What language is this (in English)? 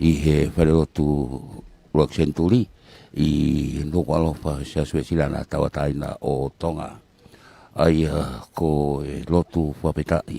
Tongan